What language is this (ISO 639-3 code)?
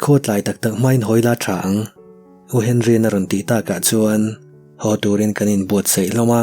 lus